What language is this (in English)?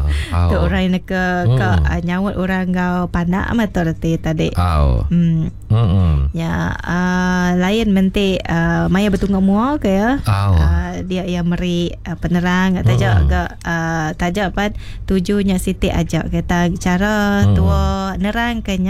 Iban